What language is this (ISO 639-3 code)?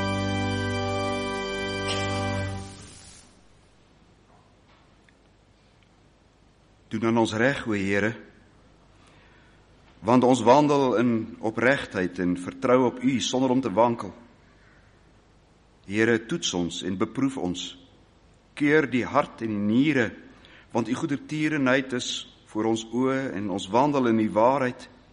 afr